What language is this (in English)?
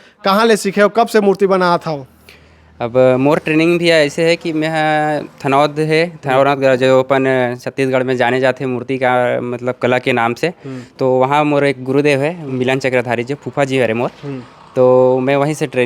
Chhattisgarhi